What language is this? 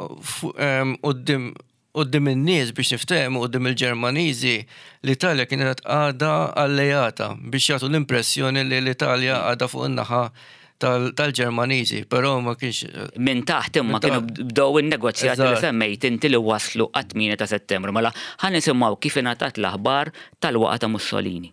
Maltese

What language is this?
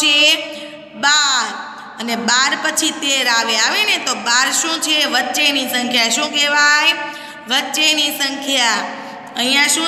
Gujarati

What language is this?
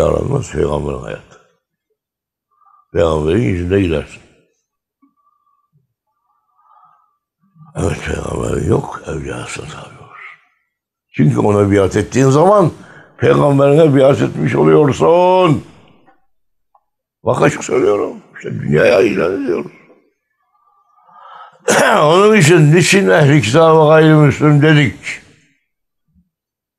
Turkish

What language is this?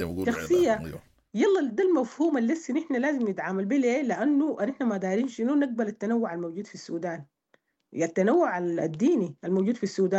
Sudanese Arabic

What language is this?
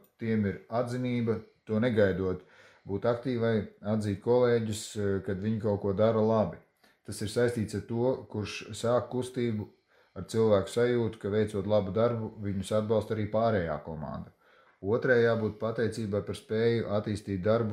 Latvian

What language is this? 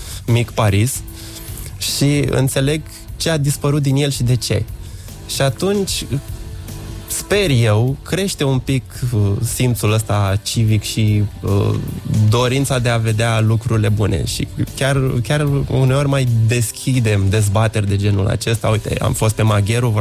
Romanian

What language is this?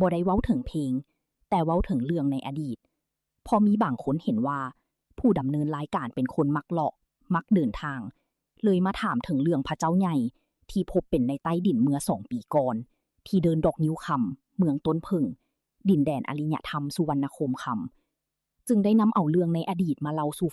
Lao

